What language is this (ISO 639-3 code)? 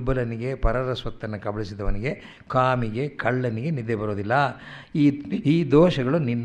kan